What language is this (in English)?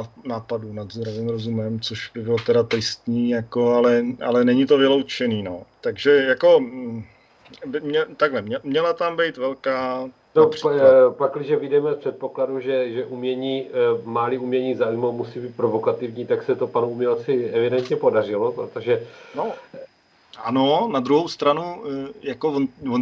Czech